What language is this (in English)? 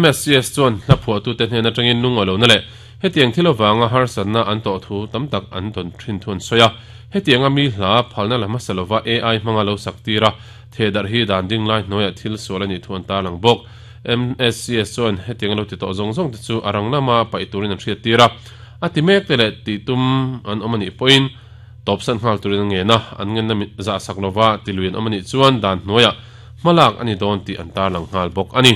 Mizo